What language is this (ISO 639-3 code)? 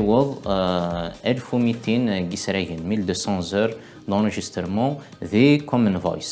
kab